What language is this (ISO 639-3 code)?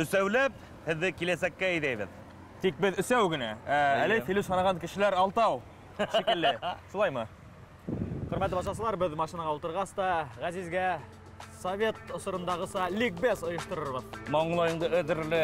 bak